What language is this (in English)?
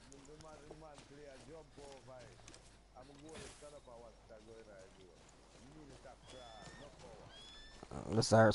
Jamaican Creole English